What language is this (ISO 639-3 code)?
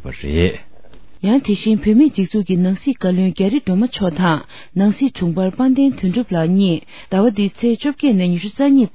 bod